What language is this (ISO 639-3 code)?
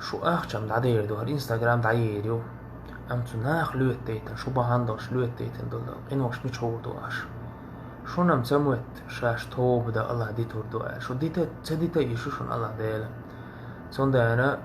che